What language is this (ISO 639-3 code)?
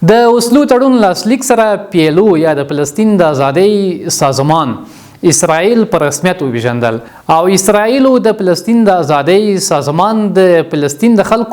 pus